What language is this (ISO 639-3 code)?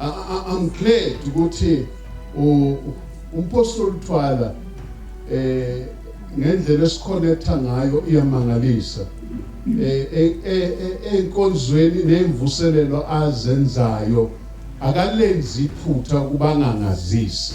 zul